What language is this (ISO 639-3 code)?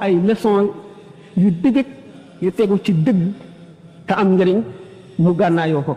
wol